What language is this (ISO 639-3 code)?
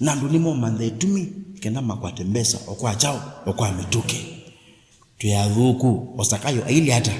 kam